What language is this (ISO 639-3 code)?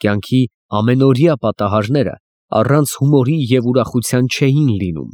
hye